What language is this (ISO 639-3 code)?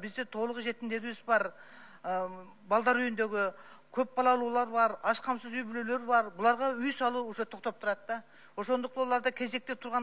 kir